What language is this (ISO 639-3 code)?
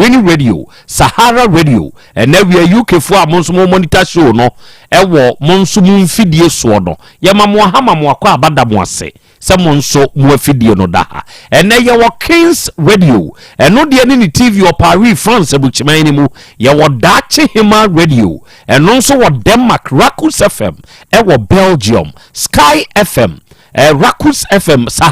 aka